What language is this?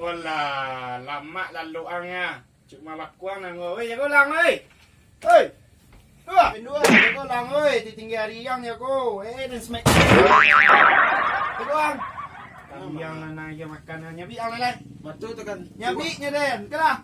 Minangkabau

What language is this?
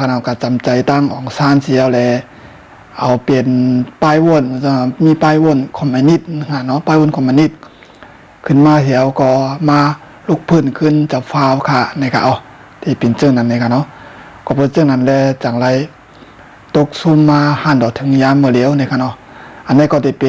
Shan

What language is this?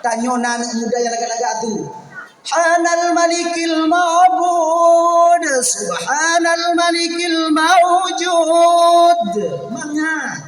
Achinese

